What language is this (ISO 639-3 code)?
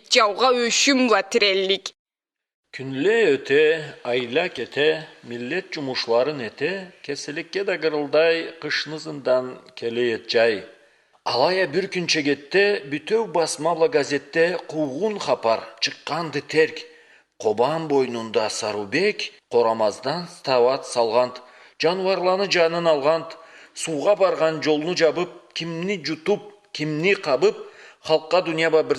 krc